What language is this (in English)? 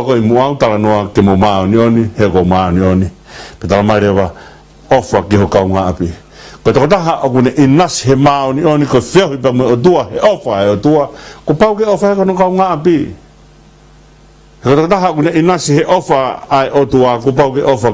Tongan